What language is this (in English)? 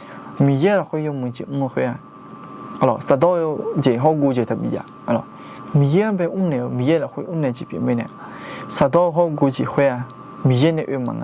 Akha